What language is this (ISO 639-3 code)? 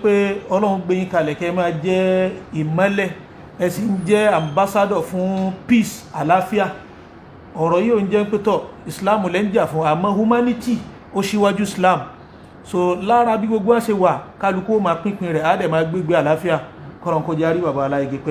yor